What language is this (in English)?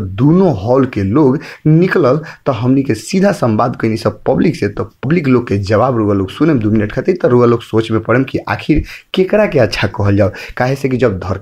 Bhojpuri